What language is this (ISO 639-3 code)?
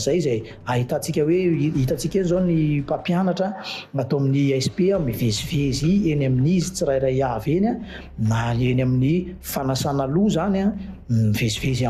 mlg